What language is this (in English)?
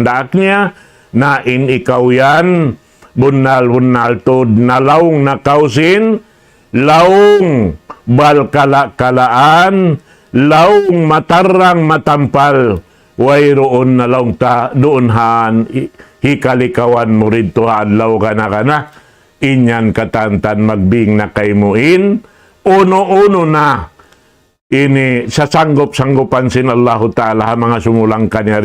Tausug